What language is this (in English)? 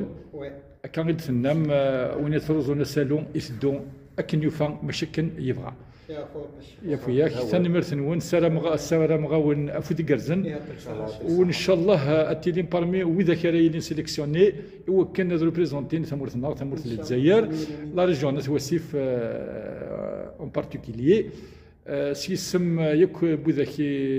Kabyle